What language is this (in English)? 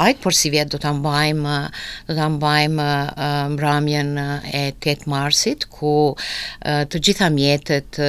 Albanian